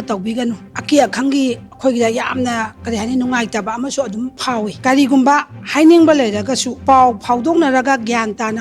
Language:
Manipuri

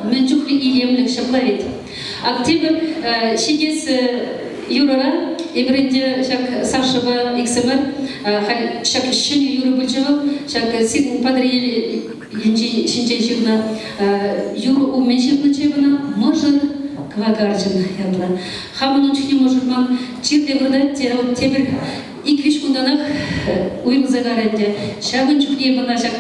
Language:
Chuvash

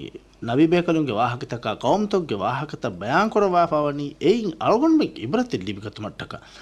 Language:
Divehi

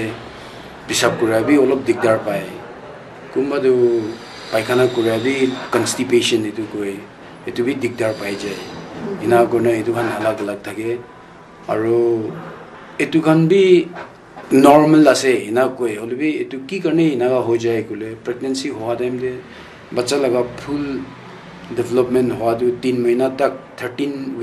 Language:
Naga Pidgin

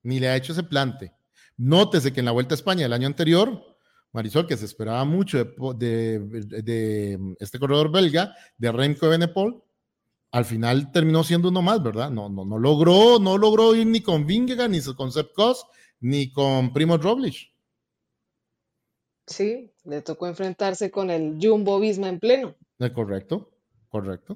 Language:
Spanish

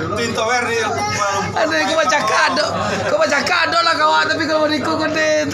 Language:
Minangkabau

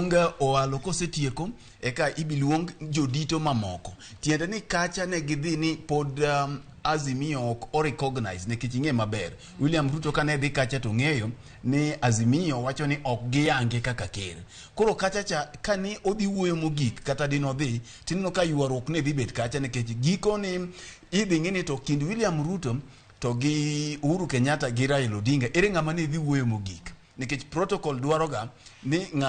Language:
Luo (Kenya and Tanzania)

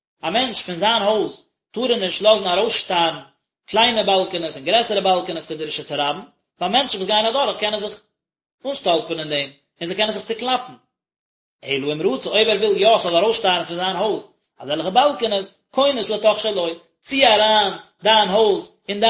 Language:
Yiddish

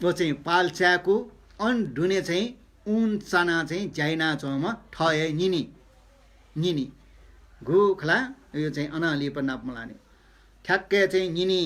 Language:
Newari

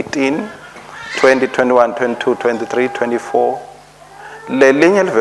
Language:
Swati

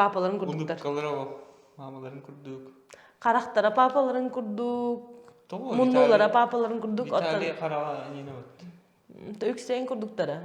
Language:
Yakut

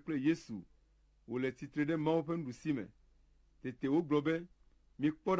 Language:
Ewe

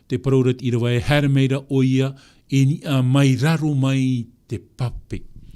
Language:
Tahitian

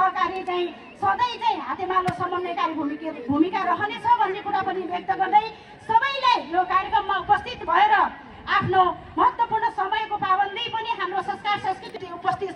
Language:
Nepali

